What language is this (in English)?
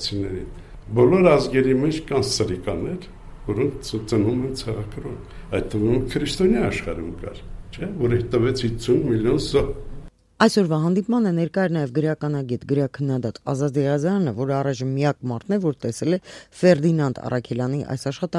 Armenian